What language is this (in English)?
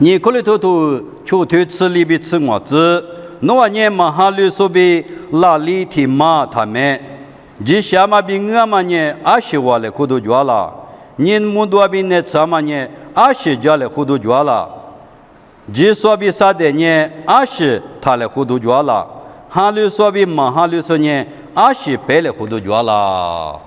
Lisu